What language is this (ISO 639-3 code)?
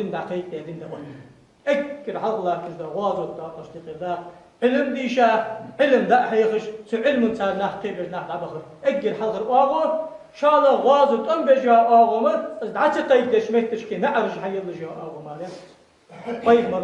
inh